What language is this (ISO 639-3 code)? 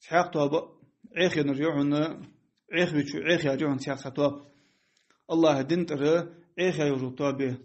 inh